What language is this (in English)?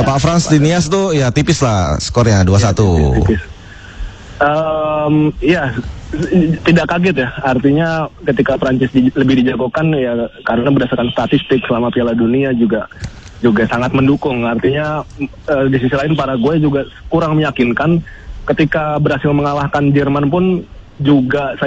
Indonesian